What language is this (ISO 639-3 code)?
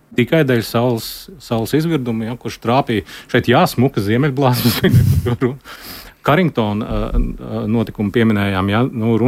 lav